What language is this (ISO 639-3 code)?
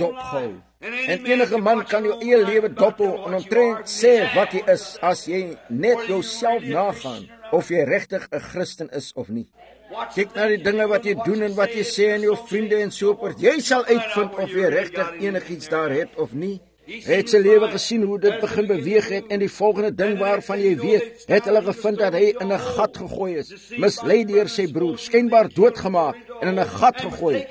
afr